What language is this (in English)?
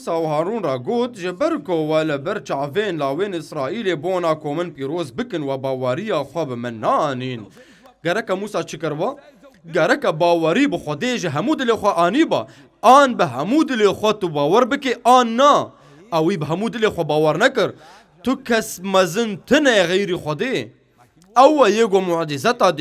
Kurdish